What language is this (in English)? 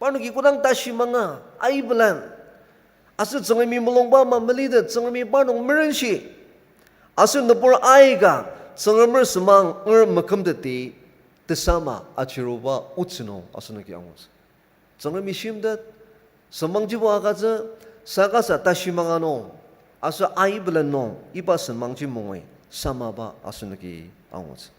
Ao Naga